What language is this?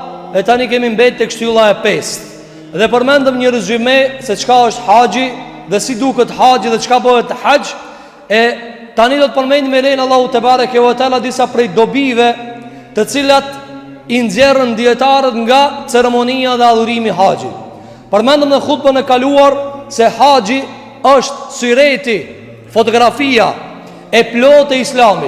Albanian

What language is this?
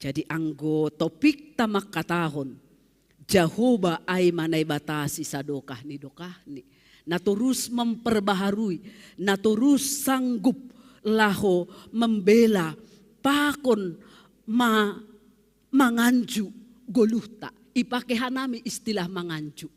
Batak Simalungun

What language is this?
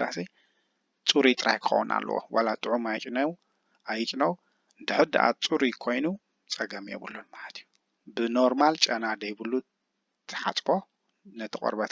Tigrinya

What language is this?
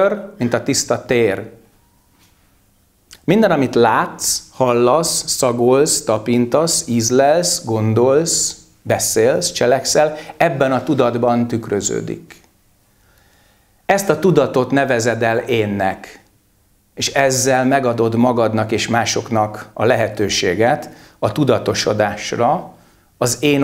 Hungarian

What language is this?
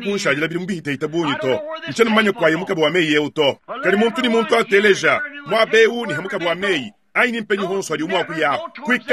Luba-Lulua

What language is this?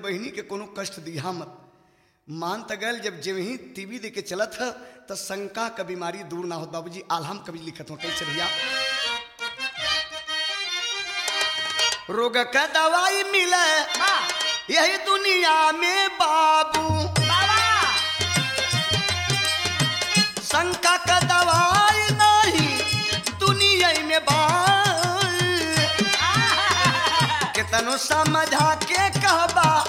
Bhojpuri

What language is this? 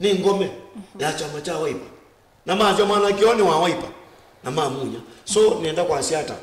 Kamba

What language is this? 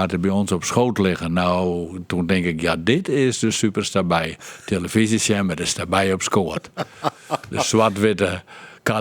Western Frisian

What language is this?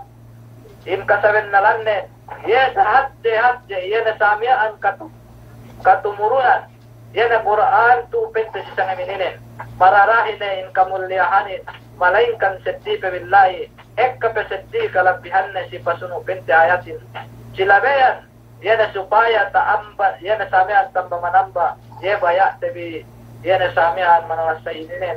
Yakan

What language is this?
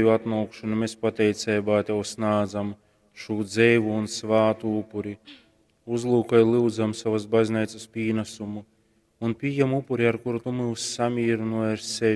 Latgalian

